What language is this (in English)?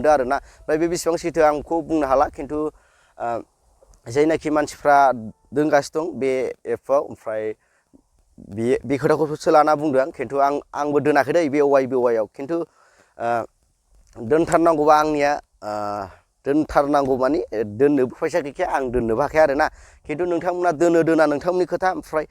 Bodo